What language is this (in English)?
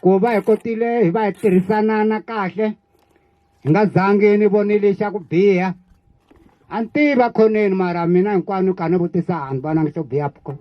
Tsonga